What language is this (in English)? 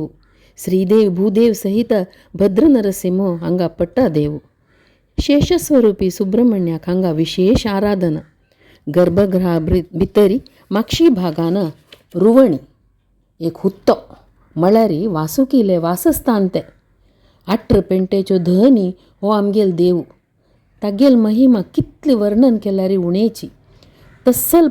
Konkani